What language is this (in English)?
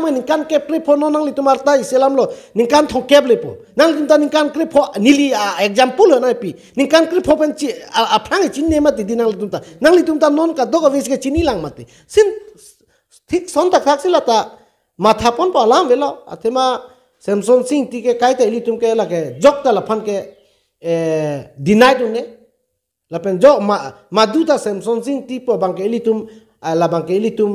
Karbi